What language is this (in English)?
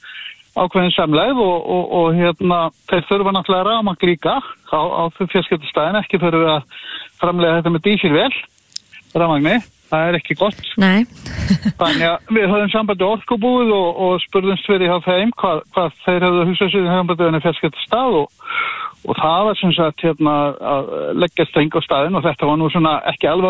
Icelandic